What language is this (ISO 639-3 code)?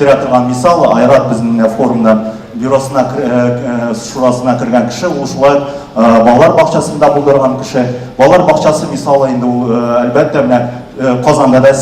tat